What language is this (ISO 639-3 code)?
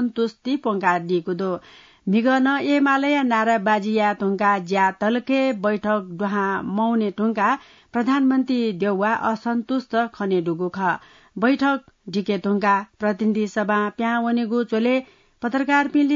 new